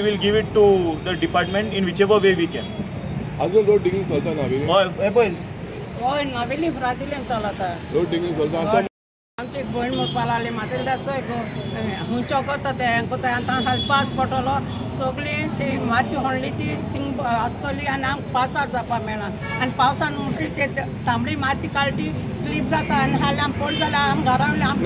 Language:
Konkani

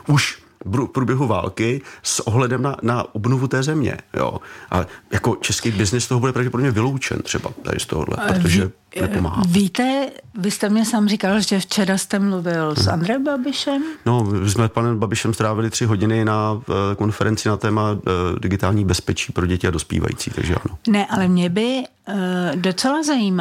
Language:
Czech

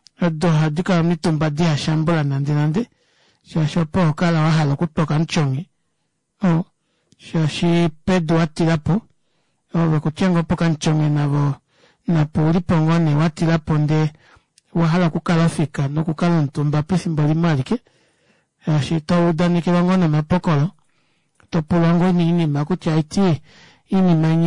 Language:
Kuanyama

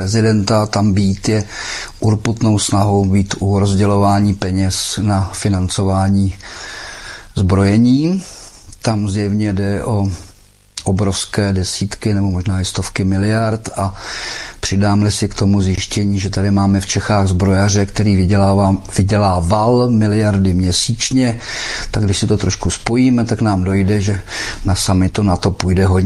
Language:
Czech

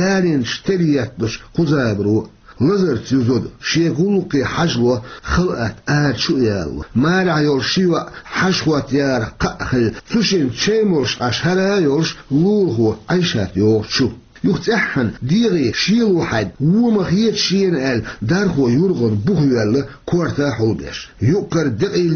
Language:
Chechen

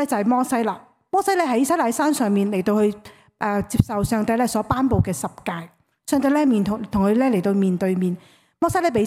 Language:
Cantonese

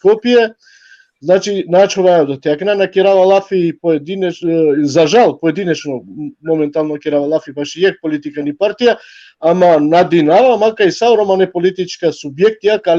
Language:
Balkan Romani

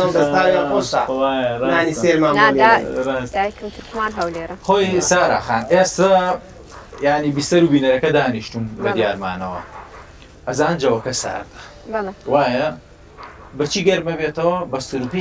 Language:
Central Kurdish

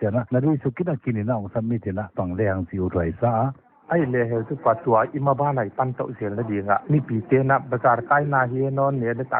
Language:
Paite Chin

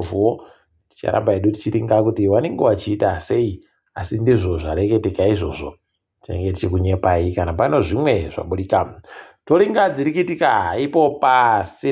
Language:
Ndau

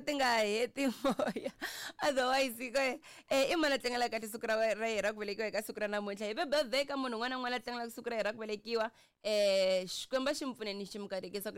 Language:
Tsonga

